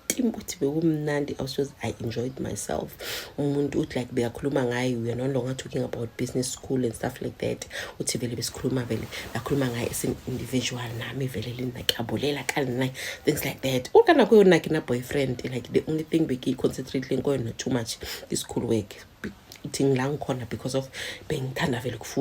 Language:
Zulu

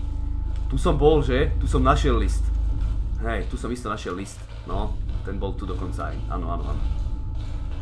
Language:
Slovak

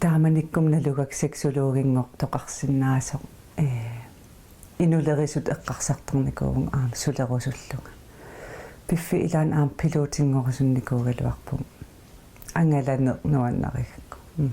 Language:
Kalaallisut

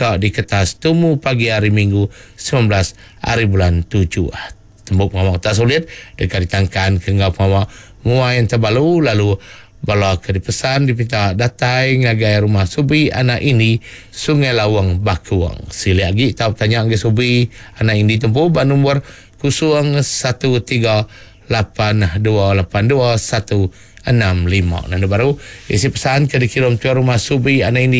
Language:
Iban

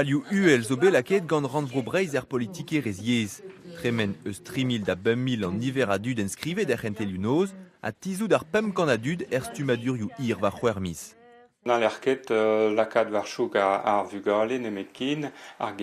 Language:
Breton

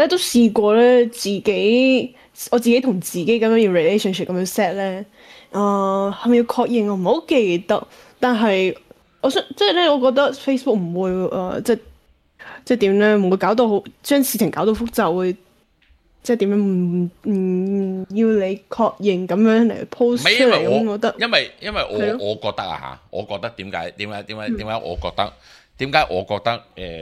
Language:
Cantonese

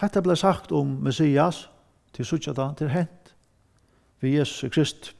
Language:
Faroese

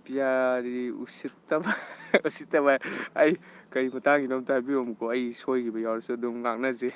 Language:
Manipuri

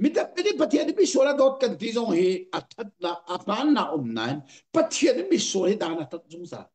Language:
Hakha Chin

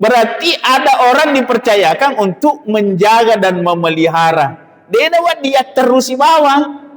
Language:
Buginese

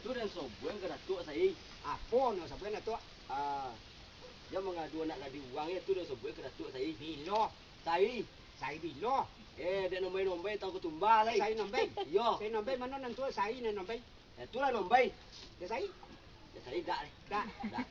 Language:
Minangkabau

